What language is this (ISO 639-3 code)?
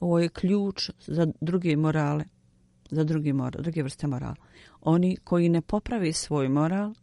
bos